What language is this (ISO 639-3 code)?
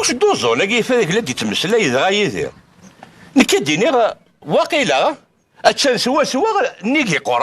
kab